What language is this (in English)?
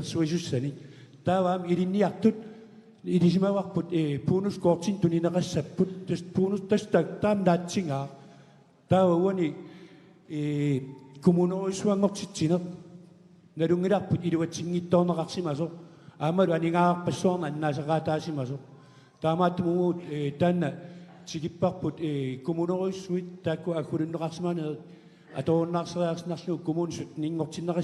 Kalaallisut